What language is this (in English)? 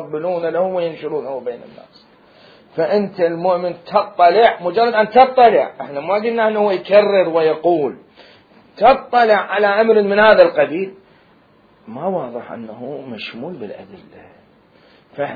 Mesopotamian Arabic